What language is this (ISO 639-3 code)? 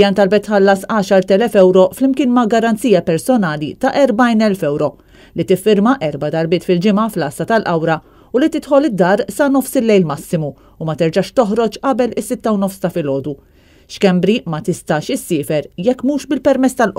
mlt